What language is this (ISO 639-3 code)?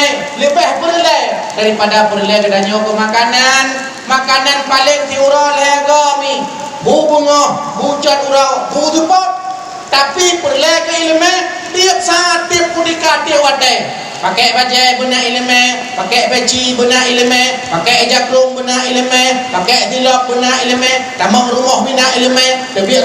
ace